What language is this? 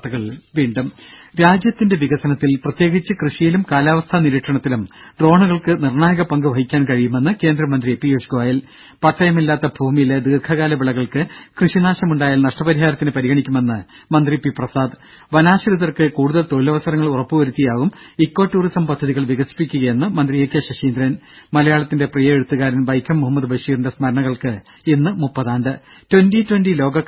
Malayalam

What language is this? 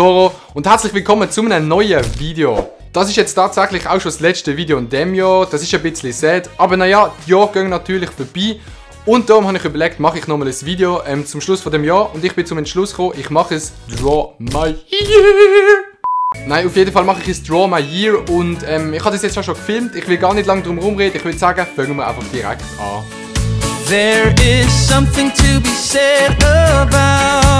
Swiss German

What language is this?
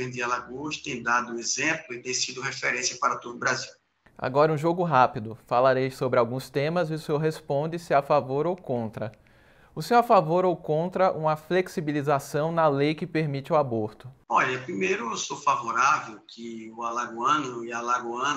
Portuguese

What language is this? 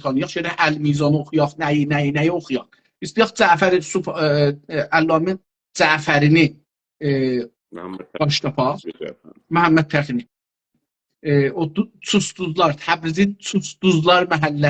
South Azerbaijani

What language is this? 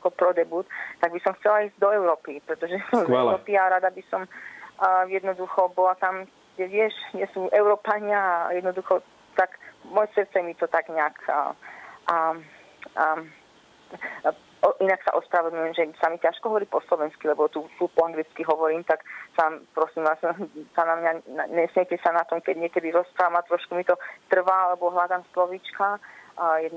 Slovak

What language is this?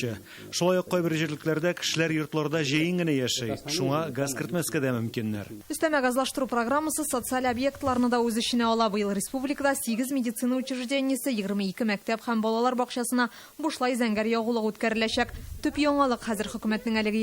Tatar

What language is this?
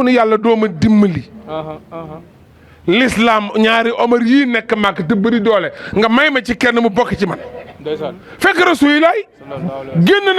Wolof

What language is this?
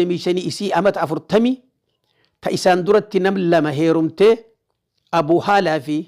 Oromo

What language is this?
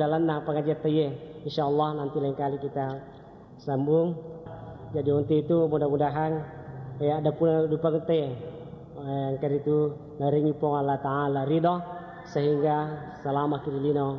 Buginese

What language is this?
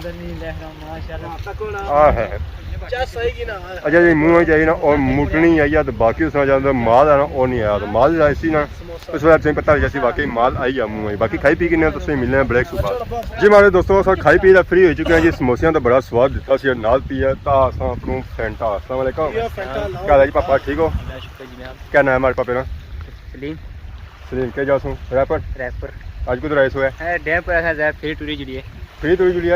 Pahari-Potwari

